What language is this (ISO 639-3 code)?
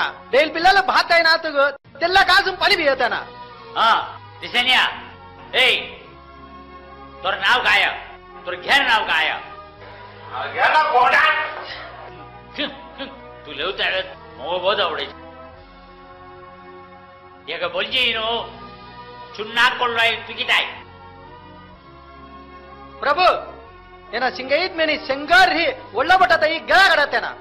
saz